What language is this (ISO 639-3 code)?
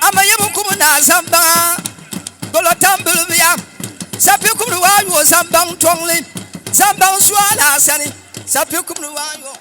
dag